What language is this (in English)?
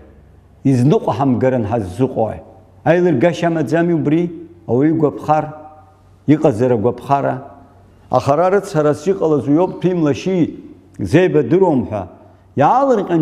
Abkhazian